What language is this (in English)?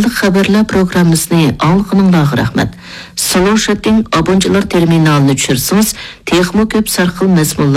Uyghur